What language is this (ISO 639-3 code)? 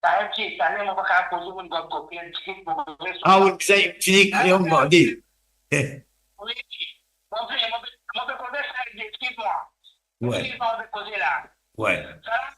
mfe